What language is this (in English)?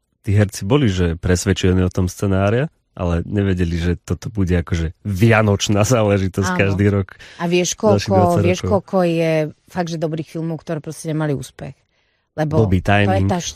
Slovak